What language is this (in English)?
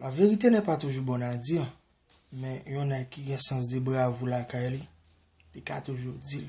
Haitian Creole